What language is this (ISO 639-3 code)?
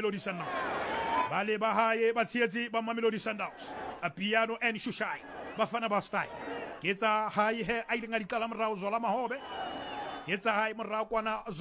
sot